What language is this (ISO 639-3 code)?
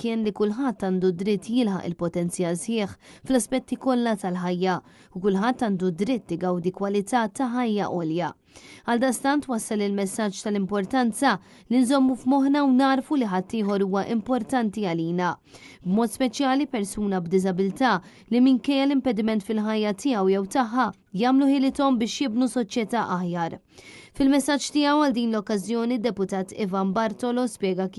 mlt